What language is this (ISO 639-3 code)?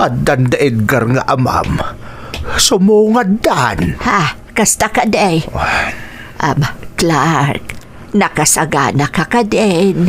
ilo